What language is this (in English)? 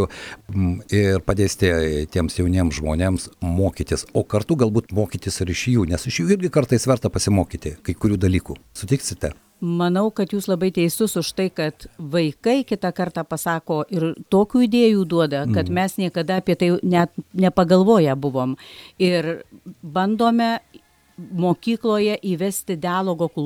Lithuanian